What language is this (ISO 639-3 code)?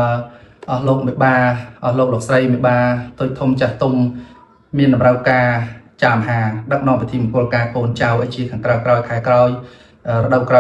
khm